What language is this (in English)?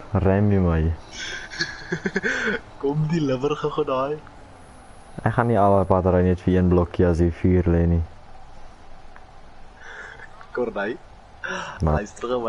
Afrikaans